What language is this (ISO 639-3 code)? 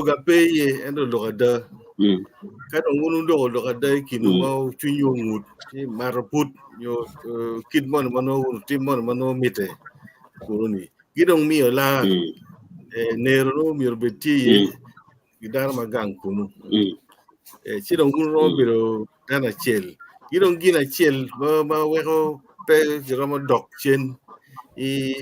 ach